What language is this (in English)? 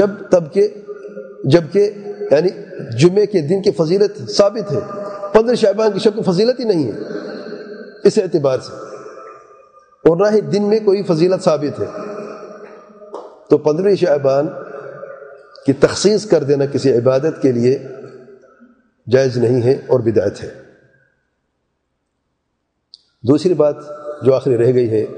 Urdu